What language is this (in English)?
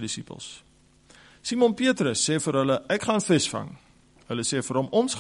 Afrikaans